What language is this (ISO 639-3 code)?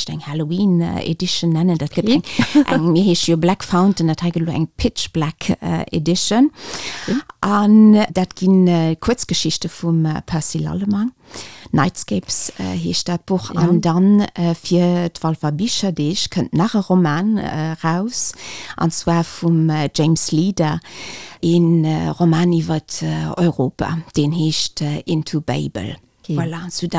ltz